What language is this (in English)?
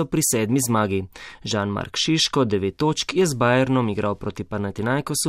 Slovenian